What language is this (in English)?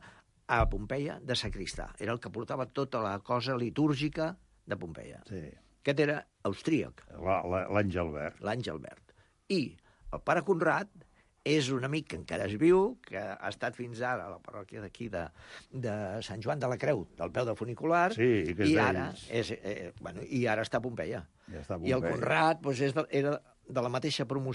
Catalan